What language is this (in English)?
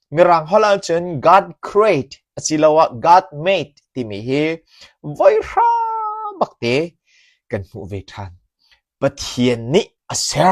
Hakha Chin